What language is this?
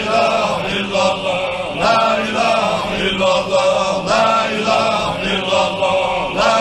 Ingush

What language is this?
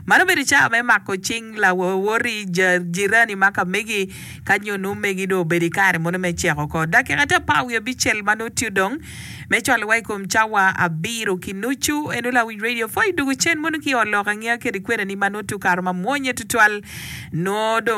Acoli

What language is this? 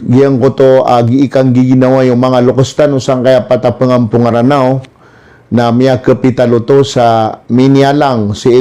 Maranao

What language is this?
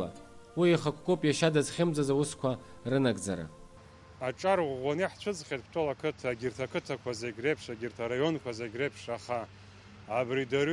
Abkhazian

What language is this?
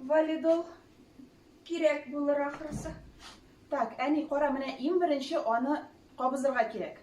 Tatar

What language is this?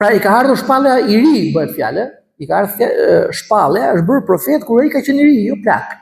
Albanian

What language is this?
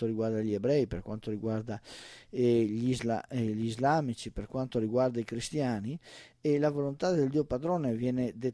Italian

